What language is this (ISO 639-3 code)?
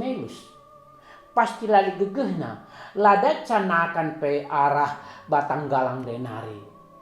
btx